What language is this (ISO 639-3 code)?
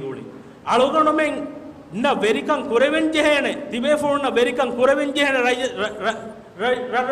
div